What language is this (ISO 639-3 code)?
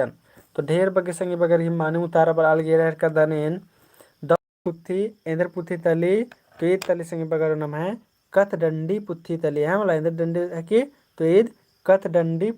kru